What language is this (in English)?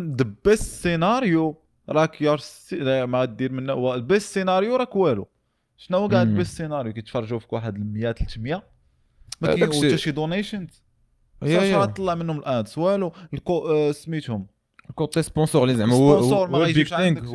Moroccan Arabic